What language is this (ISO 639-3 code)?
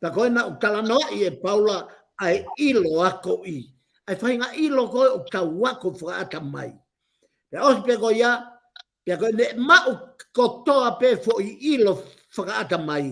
ton